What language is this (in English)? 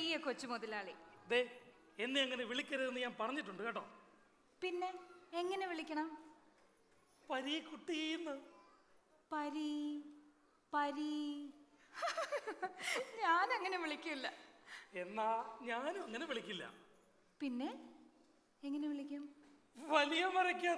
Malayalam